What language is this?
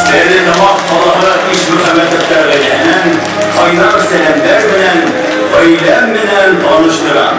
Bashkir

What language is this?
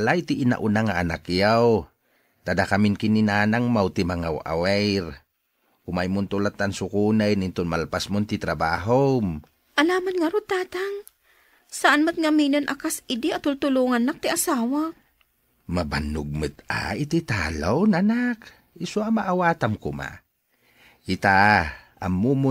Iloko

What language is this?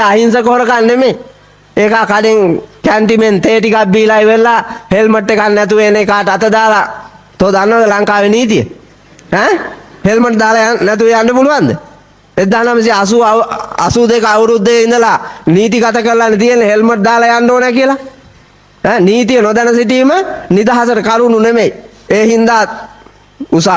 Sinhala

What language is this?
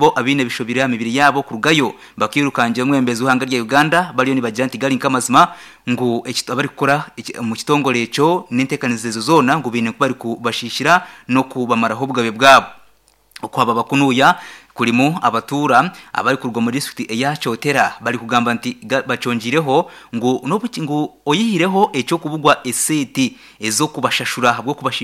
Nyankole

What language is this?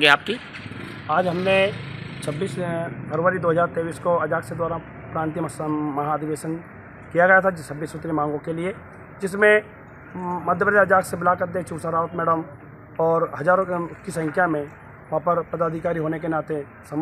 Hindi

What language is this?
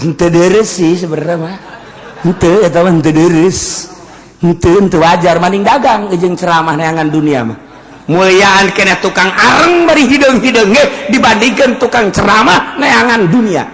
Sundanese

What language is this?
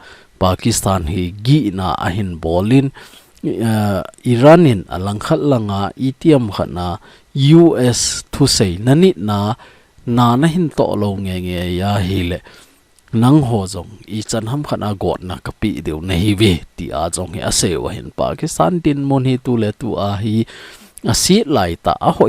Thado Chin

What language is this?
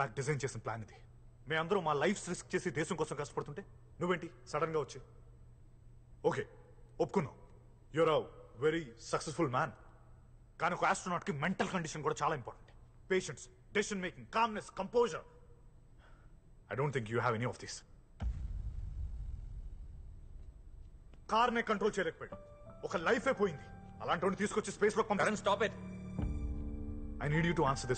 Telugu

